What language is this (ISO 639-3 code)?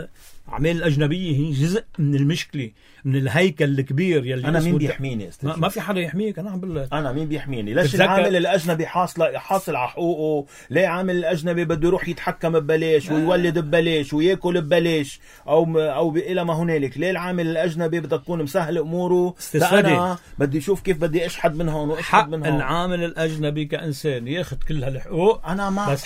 apc